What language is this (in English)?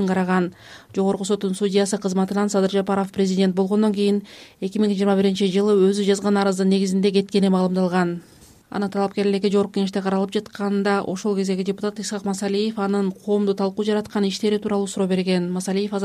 Kyrgyz